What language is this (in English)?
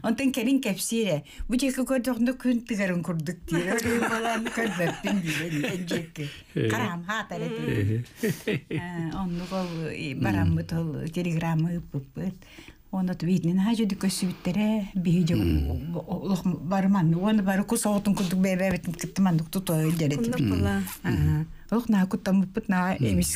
Yakut